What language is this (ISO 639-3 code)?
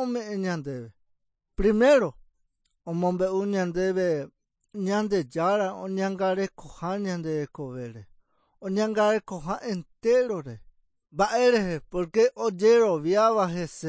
grn